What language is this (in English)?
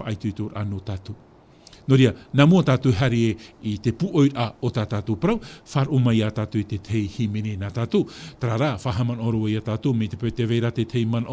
Tahitian